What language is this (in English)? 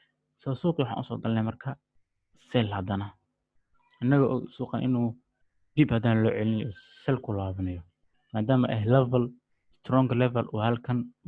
Somali